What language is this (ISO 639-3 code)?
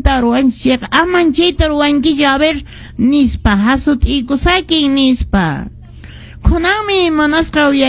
que